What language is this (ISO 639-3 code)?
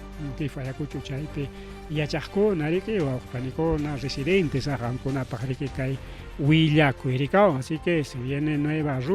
quy